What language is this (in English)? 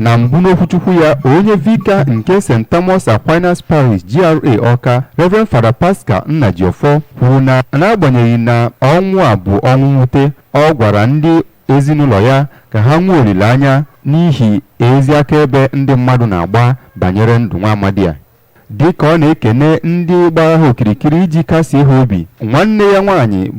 Igbo